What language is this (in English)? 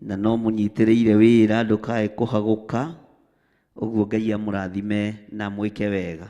Kikuyu